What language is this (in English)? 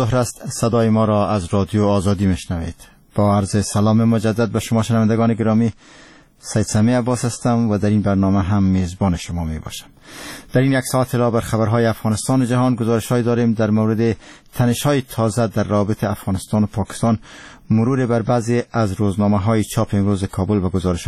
Persian